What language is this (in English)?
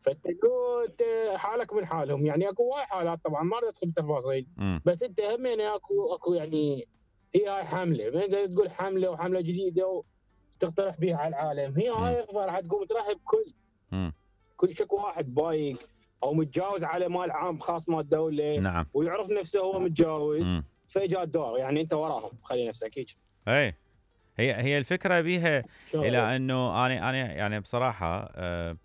Mesopotamian Arabic